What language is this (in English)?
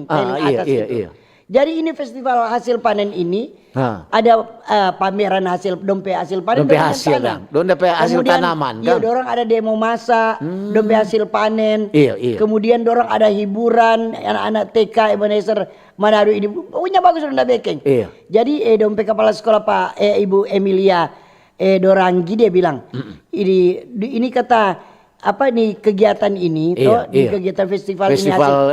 Manado Malay